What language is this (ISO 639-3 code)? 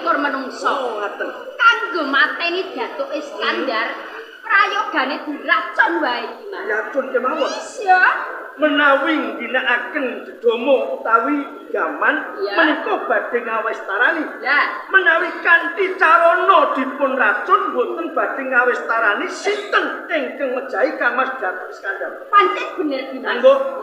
jav